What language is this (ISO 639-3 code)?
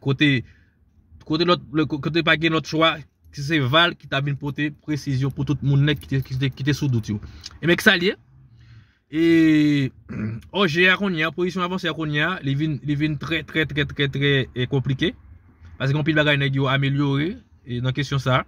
hat